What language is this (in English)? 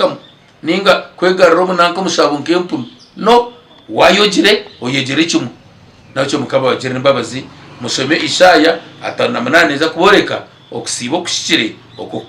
Nyankole